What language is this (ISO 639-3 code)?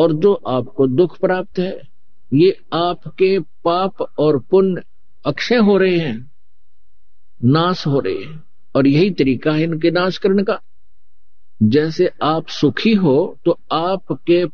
hin